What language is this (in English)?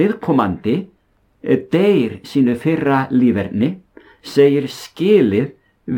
Icelandic